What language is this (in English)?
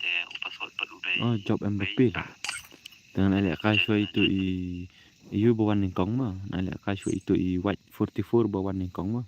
Khasi